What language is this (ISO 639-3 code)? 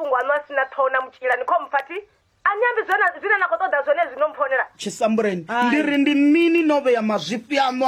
ven